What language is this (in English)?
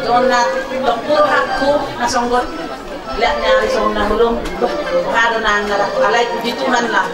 Batak Toba